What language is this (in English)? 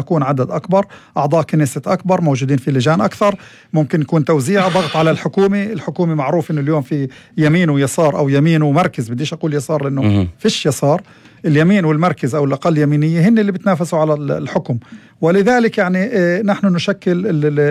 North Levantine Arabic